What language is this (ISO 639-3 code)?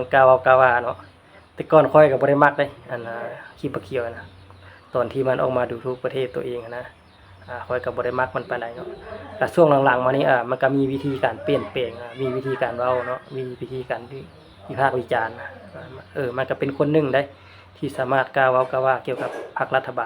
lao